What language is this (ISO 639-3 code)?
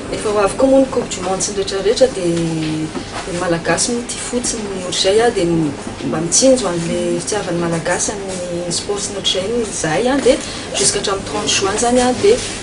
mlg